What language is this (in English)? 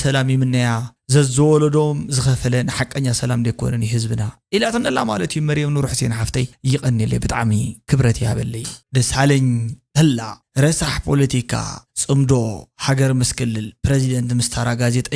Tigrinya